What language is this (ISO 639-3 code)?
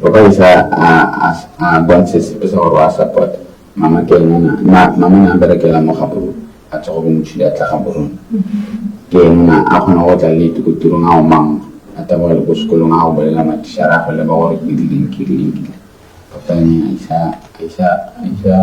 tsn